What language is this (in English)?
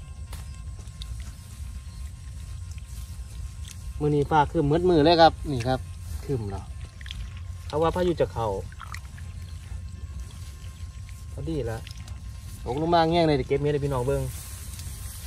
Northeastern Thai